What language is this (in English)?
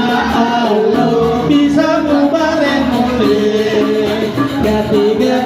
Balinese